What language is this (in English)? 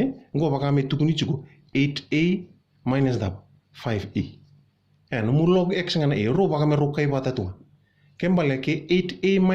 Fijian